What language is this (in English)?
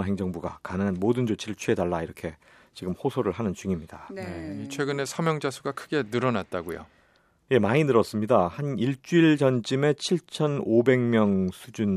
Korean